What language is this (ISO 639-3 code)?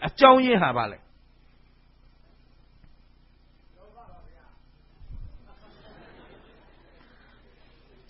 mya